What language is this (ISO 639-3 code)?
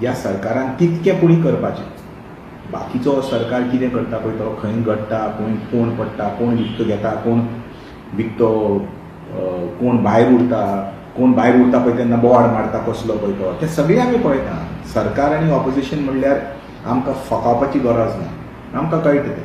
kok